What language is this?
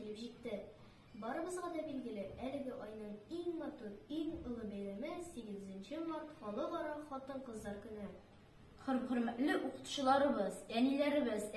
Tatar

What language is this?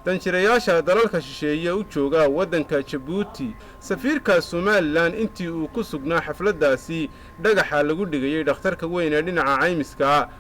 Somali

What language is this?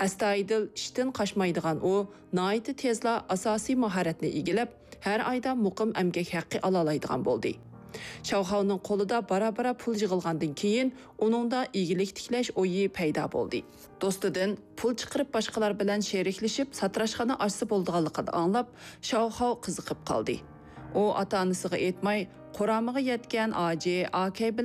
Uyghur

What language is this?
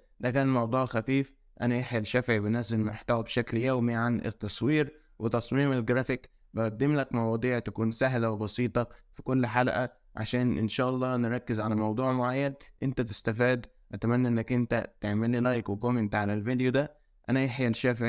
Egyptian Arabic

